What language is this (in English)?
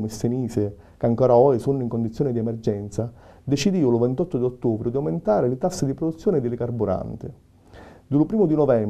Sicilian